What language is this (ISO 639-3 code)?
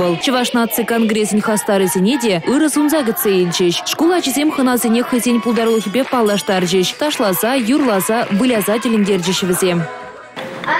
chv